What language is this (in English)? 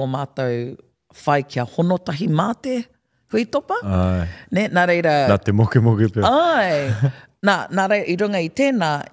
Māori